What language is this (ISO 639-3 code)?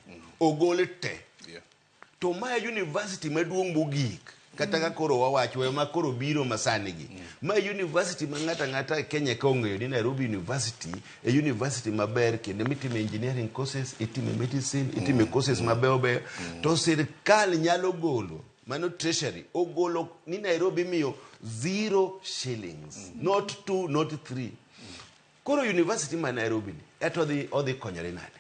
luo